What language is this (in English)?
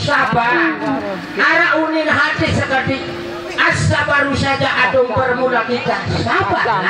Sasak